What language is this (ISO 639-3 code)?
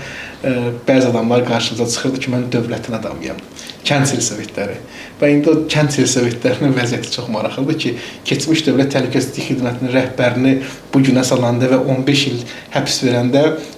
aze